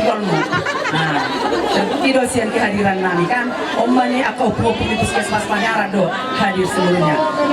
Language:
Batak Toba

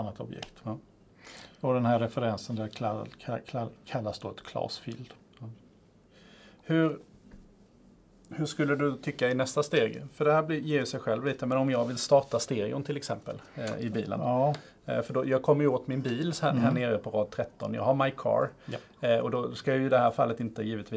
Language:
Swedish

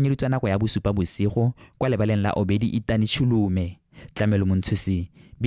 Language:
Tswana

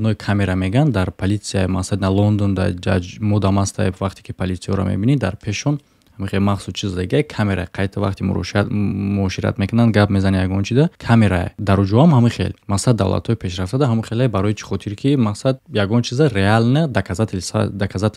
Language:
Tajik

